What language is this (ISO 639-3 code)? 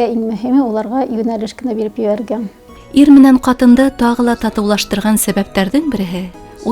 bak